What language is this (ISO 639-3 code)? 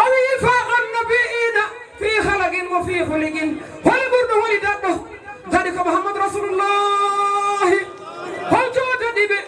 ful